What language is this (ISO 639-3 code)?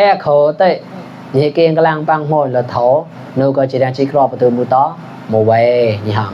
mnw